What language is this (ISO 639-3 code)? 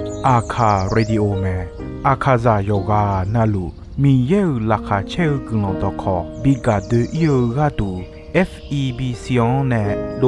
ahk